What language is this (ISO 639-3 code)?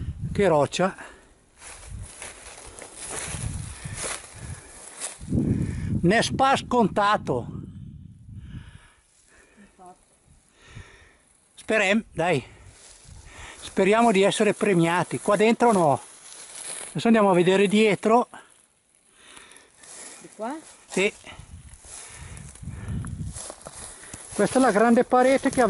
ita